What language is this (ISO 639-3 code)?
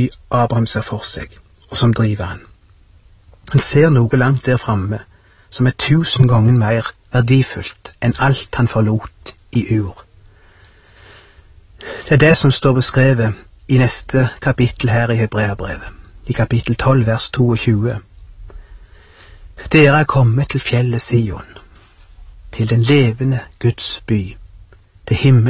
nor